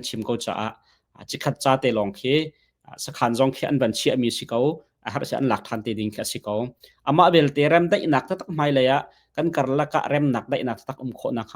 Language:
Hakha Chin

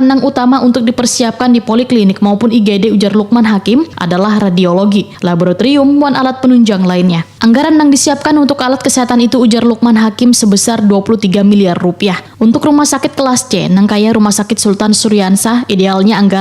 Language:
Banjar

